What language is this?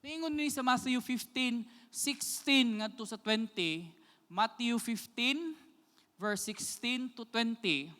Cebuano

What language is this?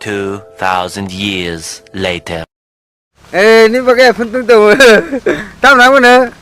Kok Borok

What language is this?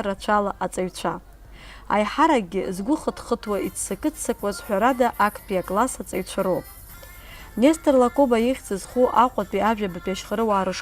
Abkhazian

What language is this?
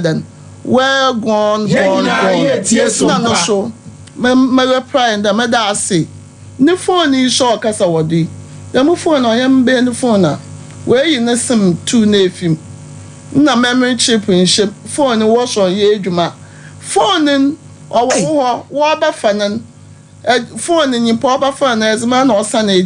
Akan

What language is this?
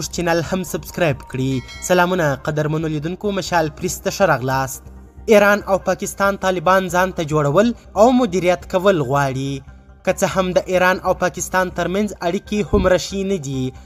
Pashto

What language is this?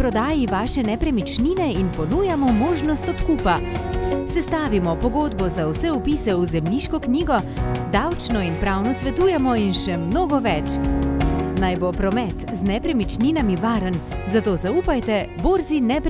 Slovenian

